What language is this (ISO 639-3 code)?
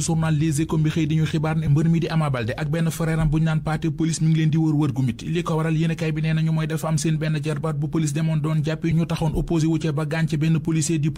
wol